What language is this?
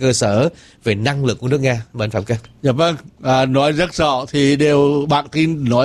Vietnamese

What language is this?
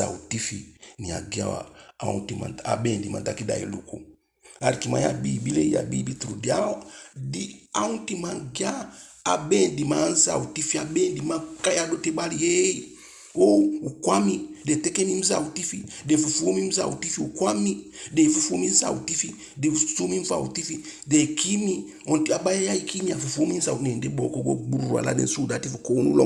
Eastern Maroon Creole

